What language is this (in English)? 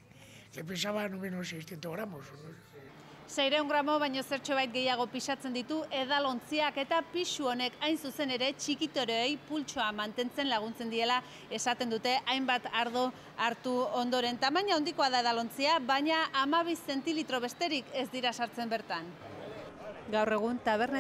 Basque